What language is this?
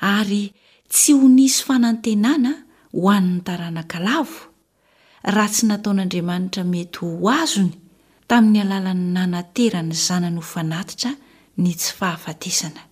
Malagasy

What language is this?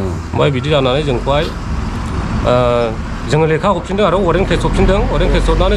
Bodo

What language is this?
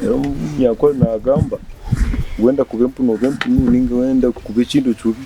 Nyankole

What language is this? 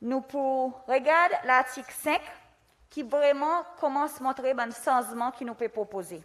Seselwa Creole French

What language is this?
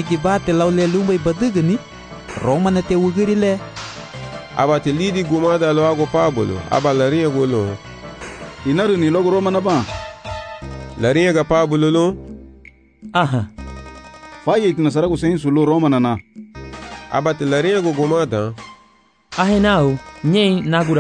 Garifuna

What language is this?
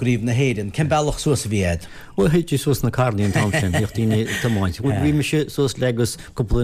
Irish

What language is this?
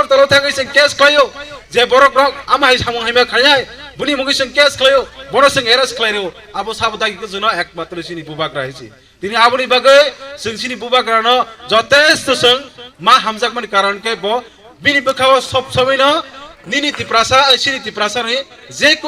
Kok Borok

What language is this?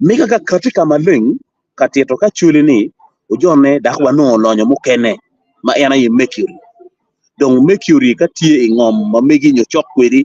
Acoli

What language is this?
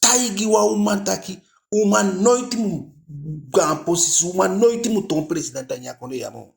Eastern Maroon Creole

